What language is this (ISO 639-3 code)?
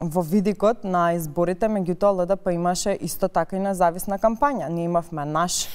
mkd